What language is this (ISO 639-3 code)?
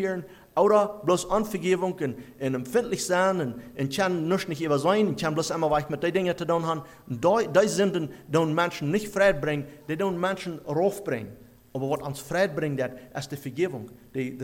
deu